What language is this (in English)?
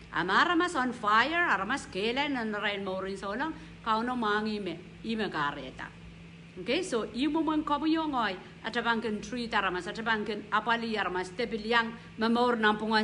Pohnpeian